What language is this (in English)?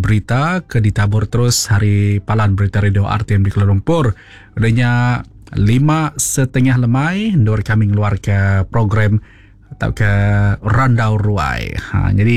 Iban